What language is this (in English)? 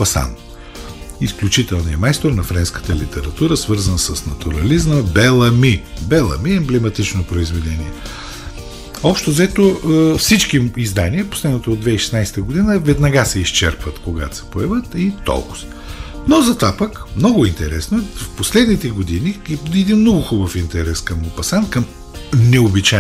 Bulgarian